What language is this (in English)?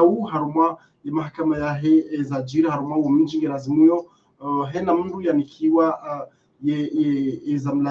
Ngazidja Comorian